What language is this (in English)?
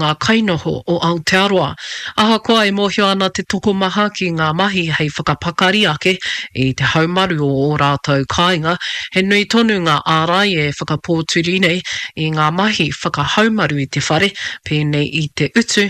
Māori